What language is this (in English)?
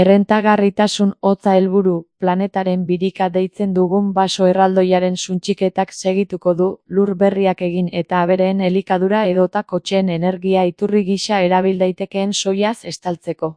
Basque